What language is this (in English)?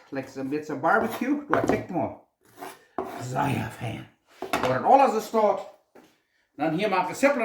Plautdietsch